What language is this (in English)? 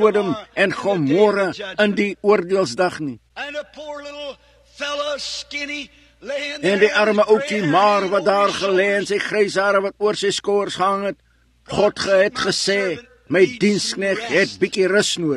Afrikaans